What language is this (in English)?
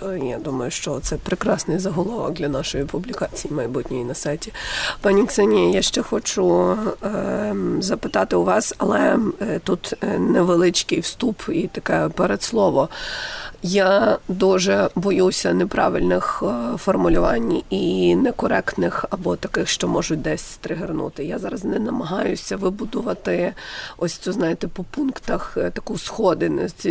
Ukrainian